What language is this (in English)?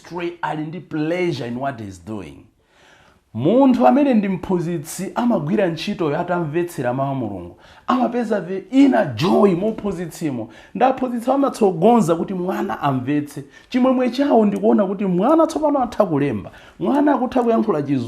Nyanja